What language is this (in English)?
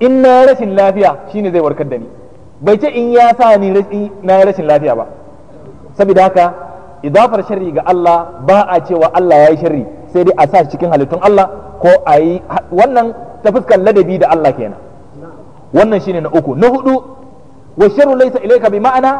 Hausa